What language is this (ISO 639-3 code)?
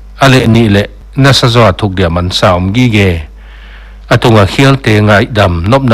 pck